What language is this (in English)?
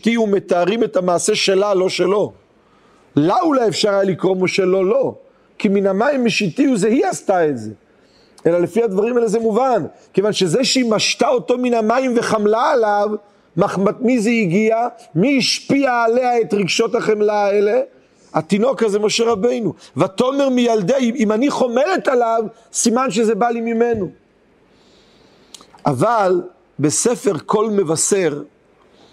Hebrew